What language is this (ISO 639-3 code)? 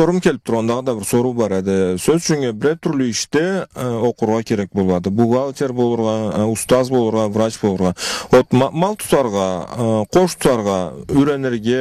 krc